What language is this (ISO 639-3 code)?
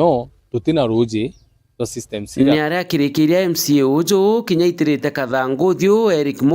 mer